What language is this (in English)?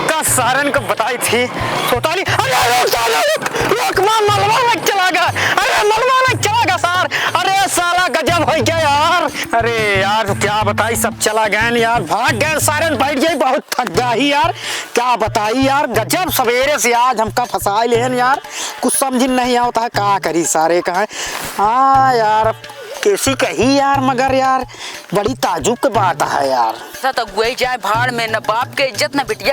Awadhi